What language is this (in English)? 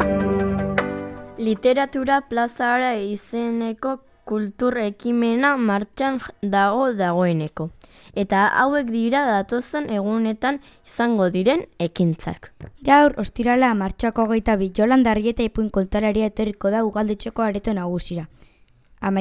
Basque